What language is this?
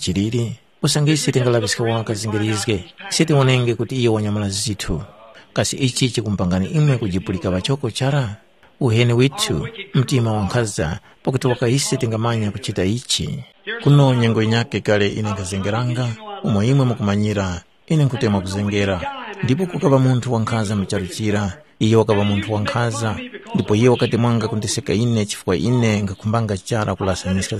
Tumbuka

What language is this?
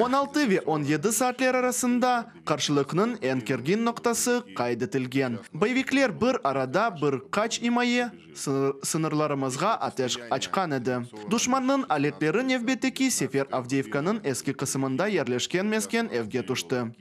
Crimean Tatar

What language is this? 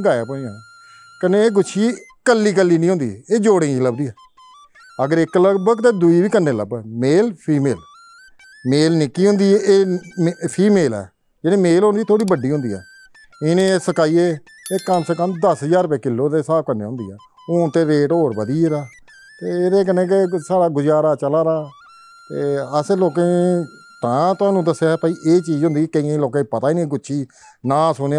Dogri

